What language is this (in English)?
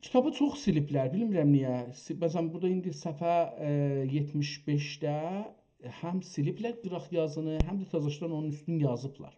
South Azerbaijani